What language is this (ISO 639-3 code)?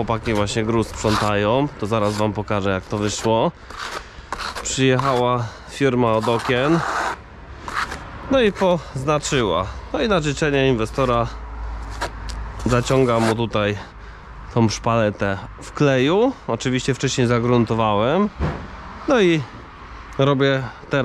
pol